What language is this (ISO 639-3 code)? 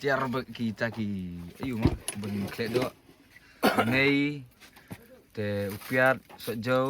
kha